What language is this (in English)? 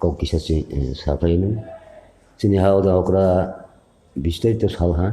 Kok Borok